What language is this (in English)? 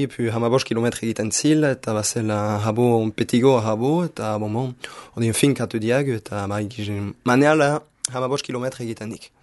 Basque